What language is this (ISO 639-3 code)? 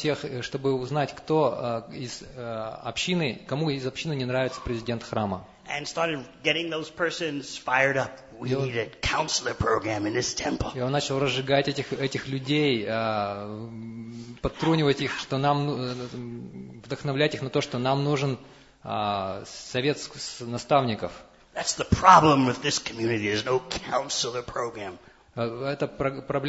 rus